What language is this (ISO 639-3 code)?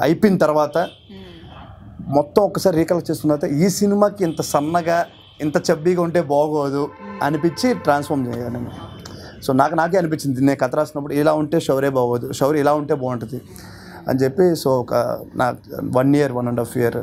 tel